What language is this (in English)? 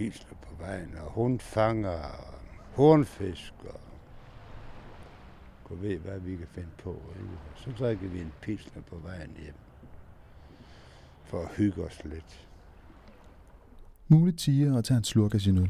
Danish